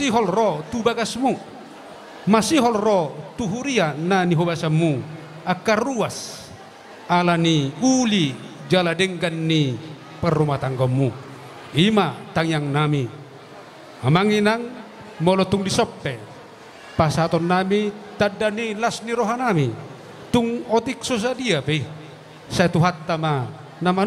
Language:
Batak Toba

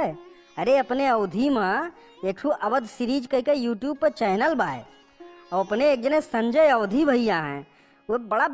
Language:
Awadhi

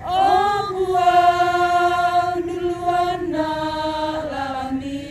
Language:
Toraja-Sa'dan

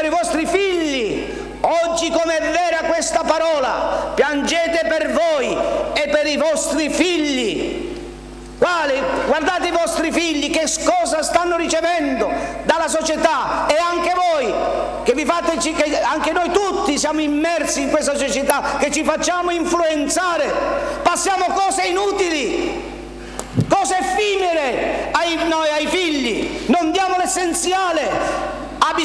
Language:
Italian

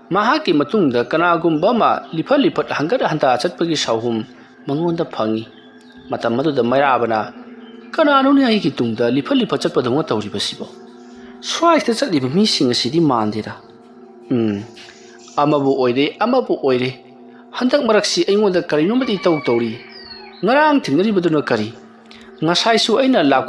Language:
Manipuri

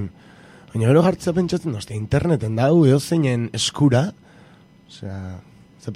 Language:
Basque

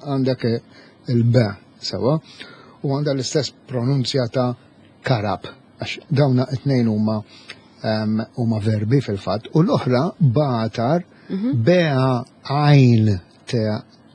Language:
Maltese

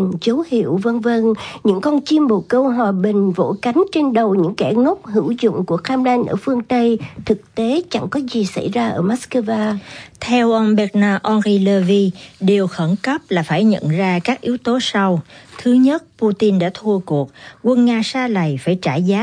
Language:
Vietnamese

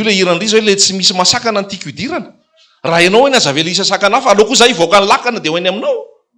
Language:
Malagasy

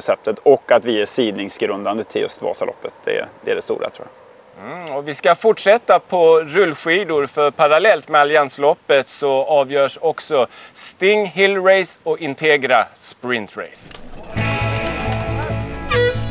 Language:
Swedish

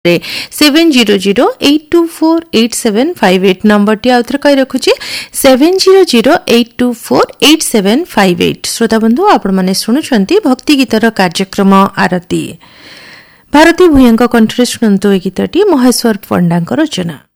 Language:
Odia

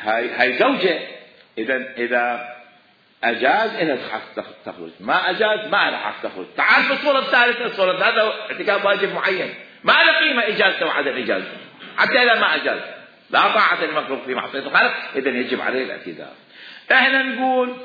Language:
Mesopotamian Arabic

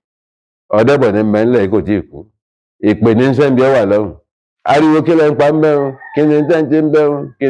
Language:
Yoruba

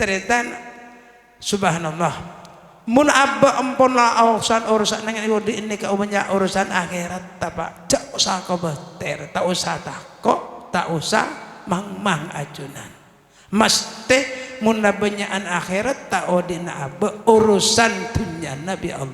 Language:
Madurese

